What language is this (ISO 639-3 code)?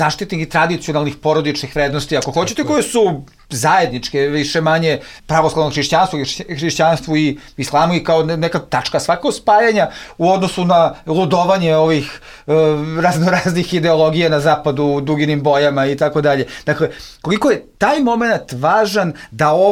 bos